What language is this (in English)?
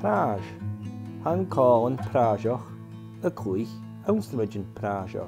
Scottish Gaelic